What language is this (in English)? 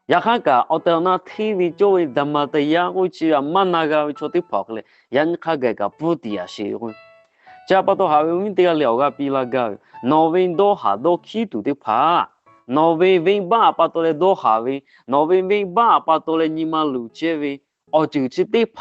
Lahu